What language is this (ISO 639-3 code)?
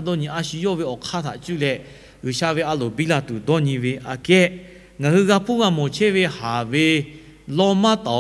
lhu